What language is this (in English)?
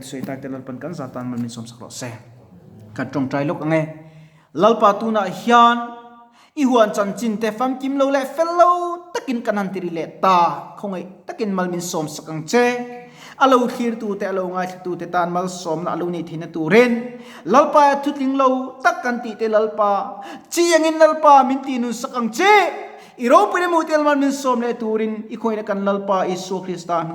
Mizo